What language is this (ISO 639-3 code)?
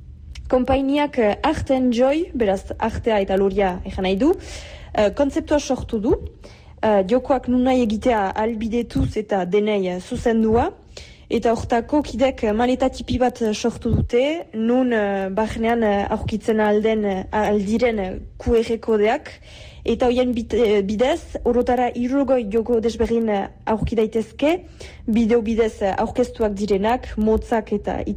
eus